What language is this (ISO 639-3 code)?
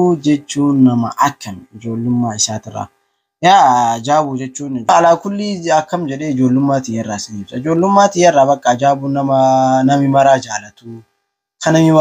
orm